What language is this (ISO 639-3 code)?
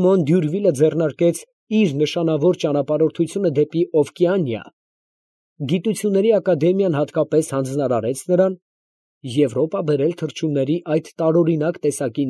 hye